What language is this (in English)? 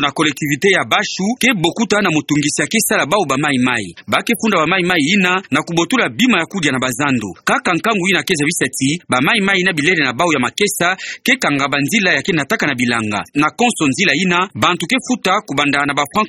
Kituba (Democratic Republic of Congo)